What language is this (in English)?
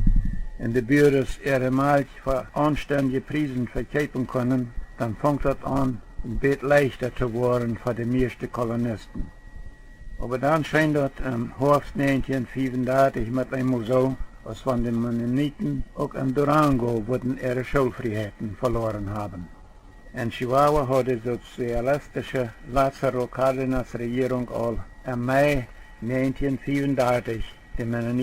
Plautdietsch